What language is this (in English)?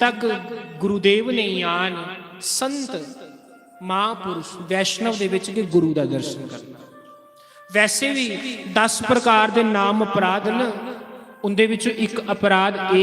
Dogri